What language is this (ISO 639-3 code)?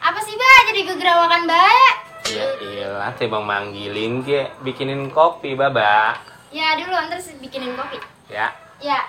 bew